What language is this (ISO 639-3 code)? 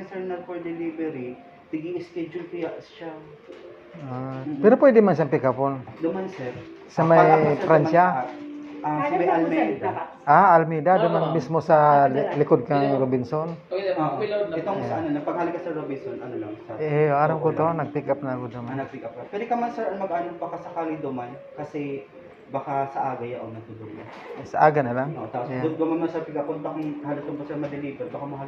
bik